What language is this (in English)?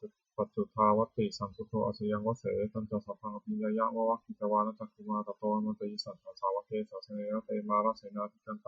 Pali